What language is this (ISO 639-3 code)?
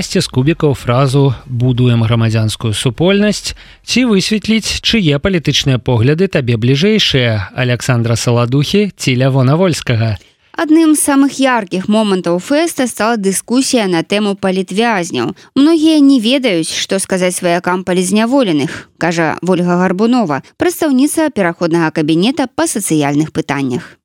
bel